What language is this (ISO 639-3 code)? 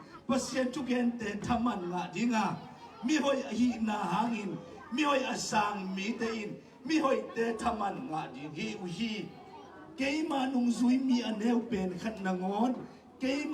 ctd